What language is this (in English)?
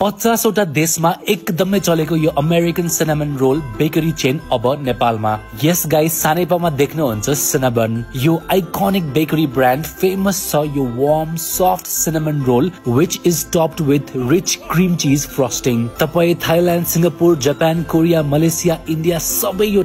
Nepali